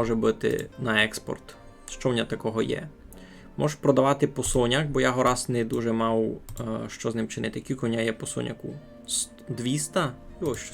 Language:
Rusyn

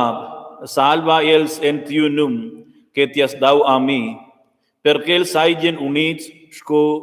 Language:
Romansh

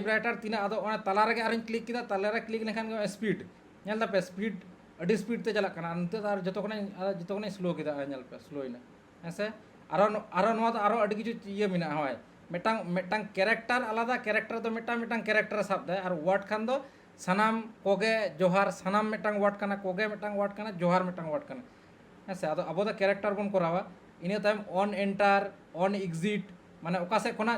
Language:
Santali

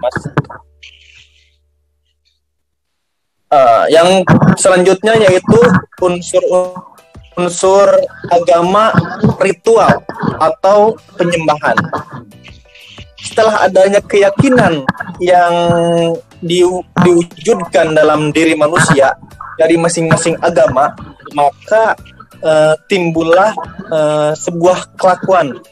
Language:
Indonesian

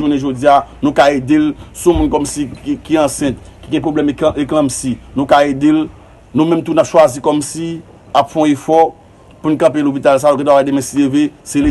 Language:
Haitian Creole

